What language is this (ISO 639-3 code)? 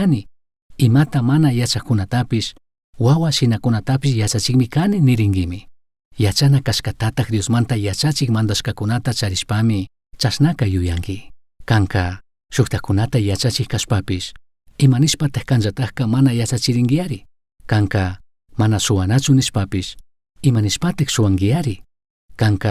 qug